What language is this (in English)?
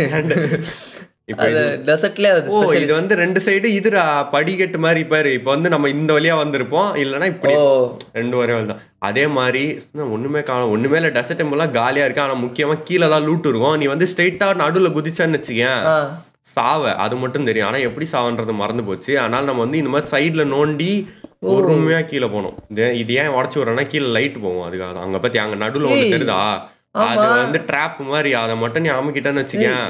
Tamil